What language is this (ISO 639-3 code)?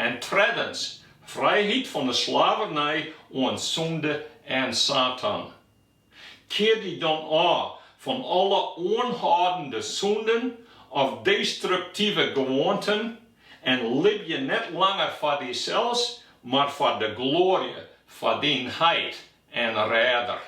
fry